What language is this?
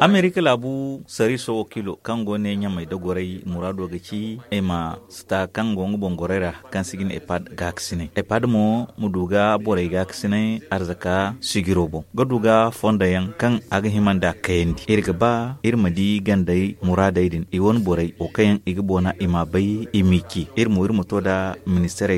Zarma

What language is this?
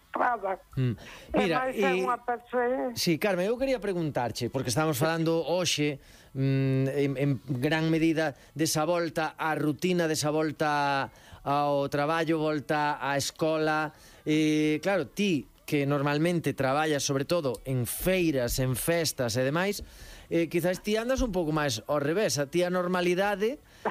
Galician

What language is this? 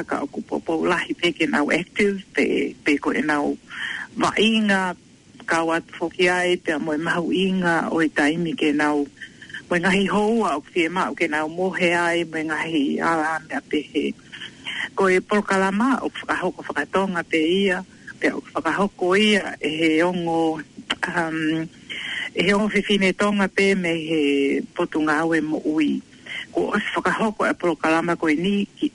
Tongan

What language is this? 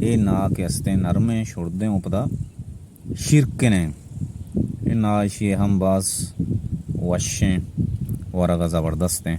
Baluchi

